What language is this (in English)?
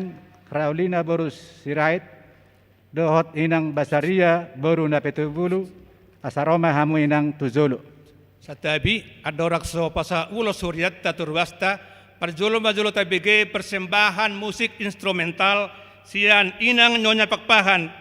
Batak Toba